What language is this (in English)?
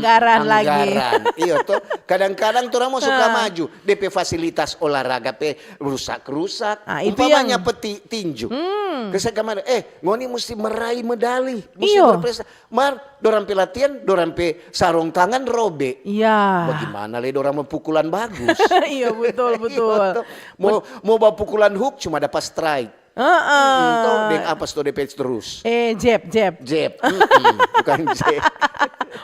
Manado Malay